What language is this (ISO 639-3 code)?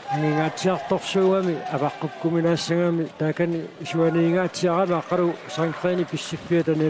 kal